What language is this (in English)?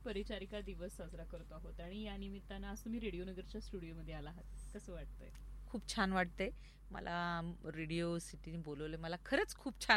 Marathi